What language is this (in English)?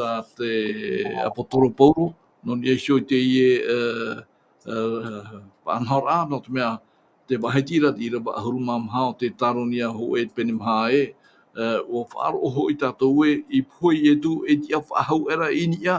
Tahitian